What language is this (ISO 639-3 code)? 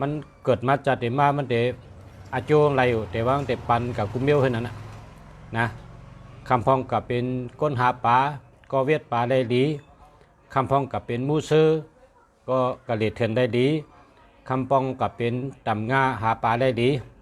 shn